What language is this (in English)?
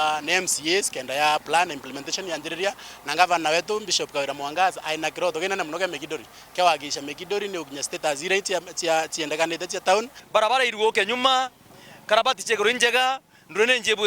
Meru